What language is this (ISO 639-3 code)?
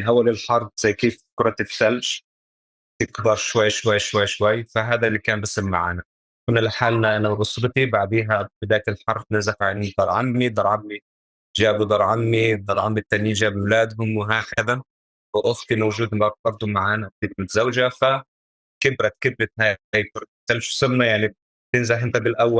apc